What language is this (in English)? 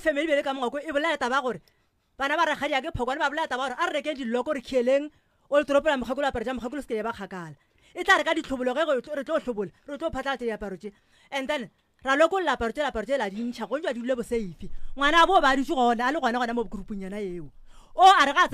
Northern Sotho